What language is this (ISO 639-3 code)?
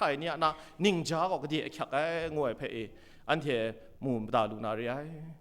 kac